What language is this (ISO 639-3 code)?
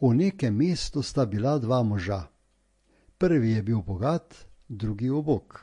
slv